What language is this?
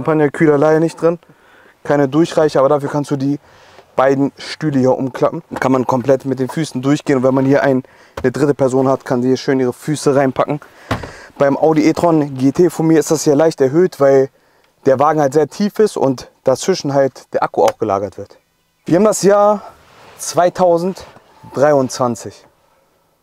German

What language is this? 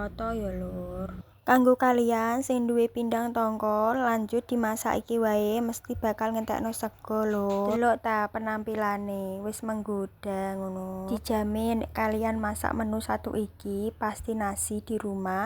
Javanese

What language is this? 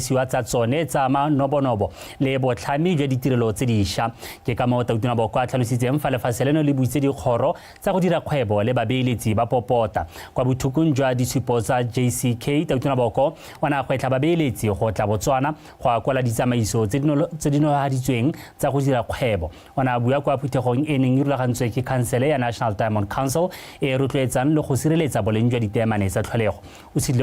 Tswana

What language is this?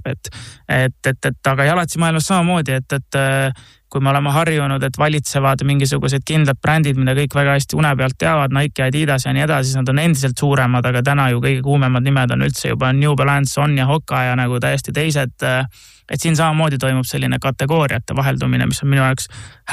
Estonian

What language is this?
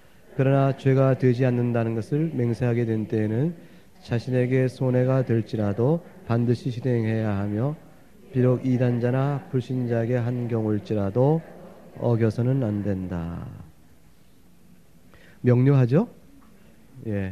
Korean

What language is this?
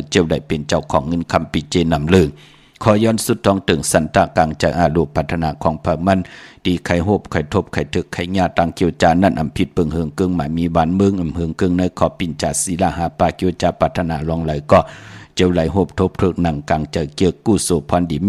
Shan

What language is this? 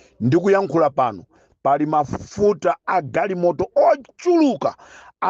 Nyanja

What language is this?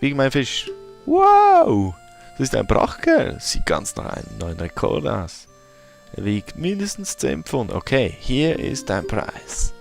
Swiss German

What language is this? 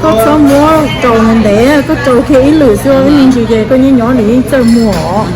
Hmong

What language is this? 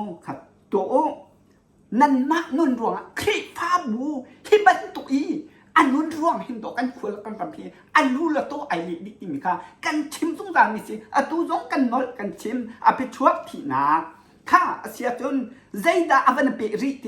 Hakha Chin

